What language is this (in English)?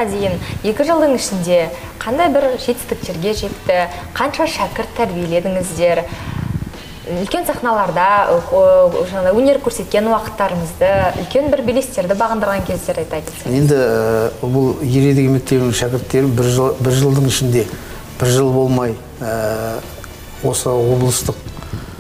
Kazakh